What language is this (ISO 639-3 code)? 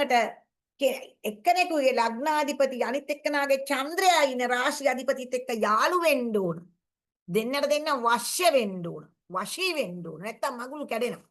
sin